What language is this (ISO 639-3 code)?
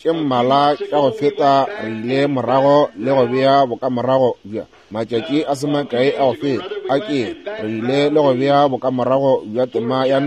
nso